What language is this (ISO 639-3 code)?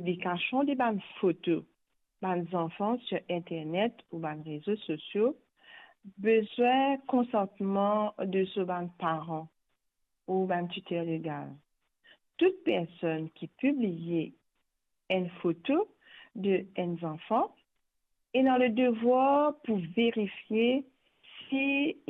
mfe